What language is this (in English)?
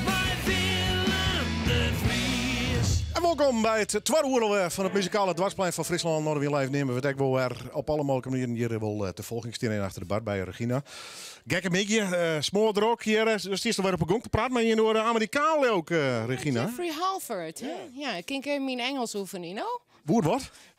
Western Frisian